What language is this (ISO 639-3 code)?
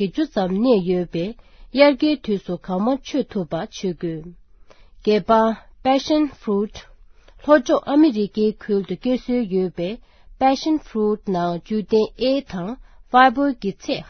bod